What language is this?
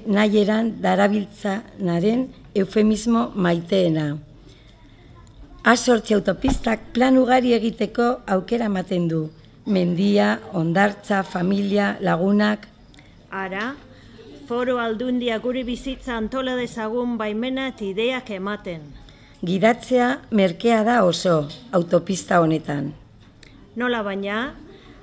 Basque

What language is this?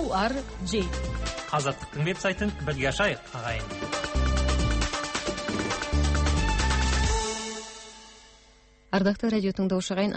Kazakh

